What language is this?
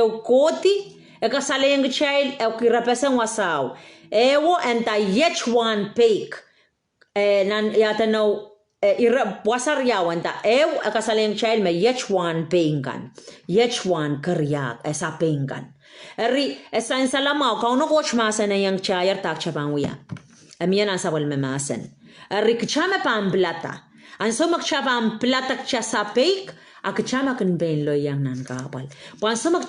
Pohnpeian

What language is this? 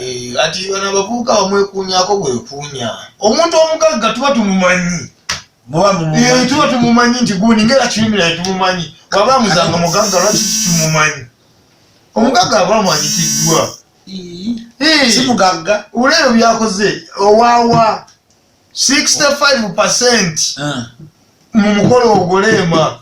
Ganda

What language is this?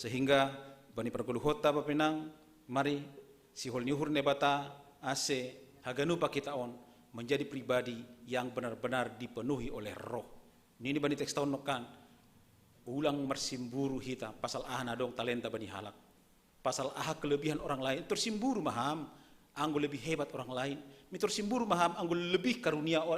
Batak Simalungun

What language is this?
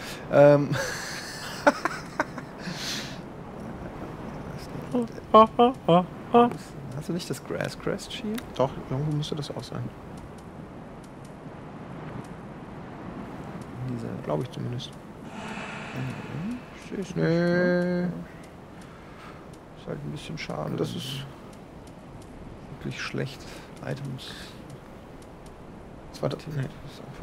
German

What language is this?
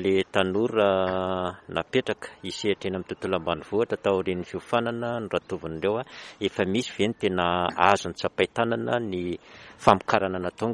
Malagasy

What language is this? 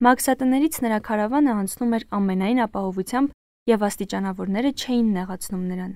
Armenian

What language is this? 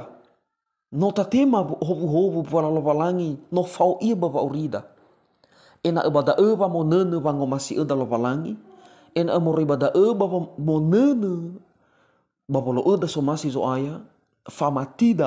Nias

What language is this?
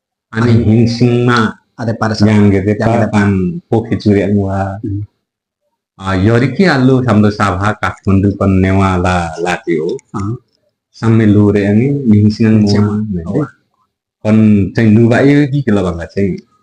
Limbu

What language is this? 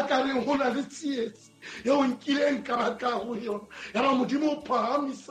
Southern Sotho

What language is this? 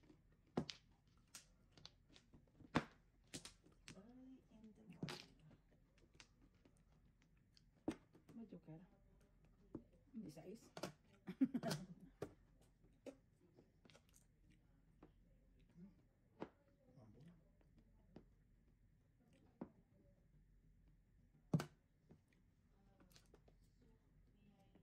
Filipino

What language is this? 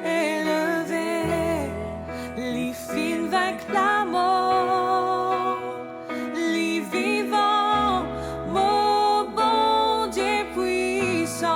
Morisyen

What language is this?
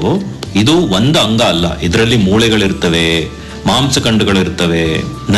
Kannada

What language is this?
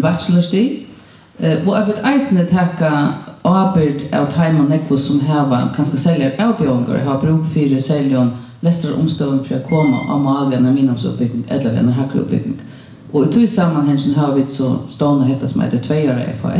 Faroese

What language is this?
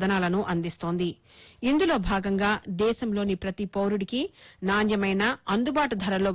Telugu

